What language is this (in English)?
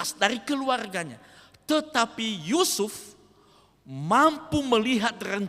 Nias